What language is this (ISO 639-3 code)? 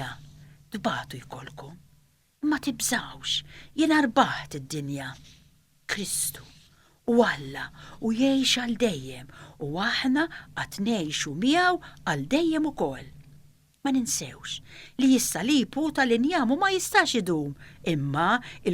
mlt